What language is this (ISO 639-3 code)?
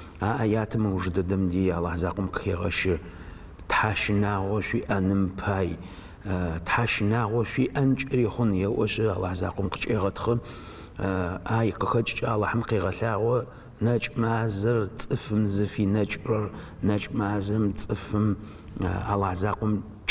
ady